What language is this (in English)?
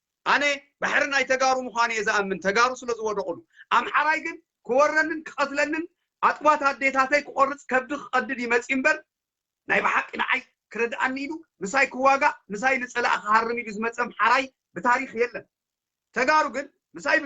Tigrinya